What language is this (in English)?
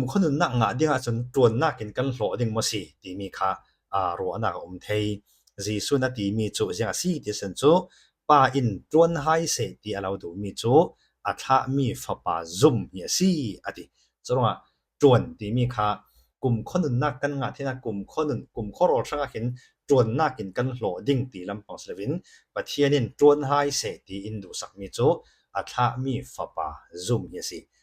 Falam Chin